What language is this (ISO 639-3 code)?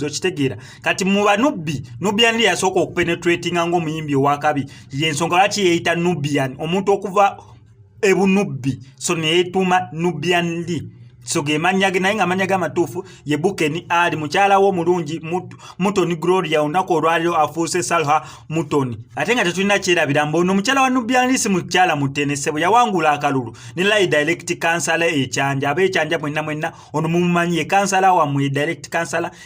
lug